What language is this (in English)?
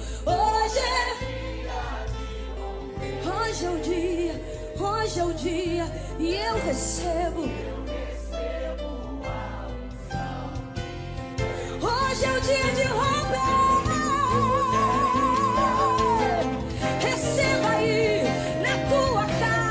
Portuguese